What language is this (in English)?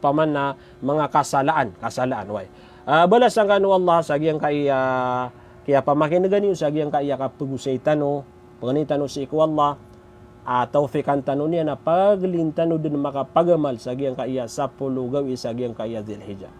Maranao